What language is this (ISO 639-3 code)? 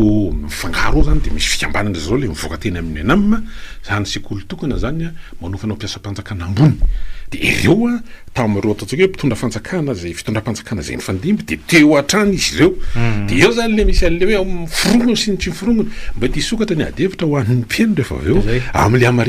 mlg